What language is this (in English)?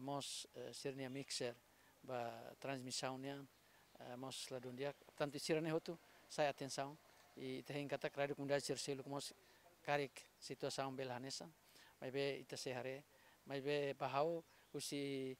Tetum